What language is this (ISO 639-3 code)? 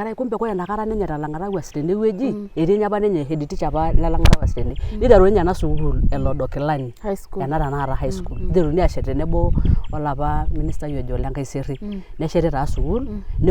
mas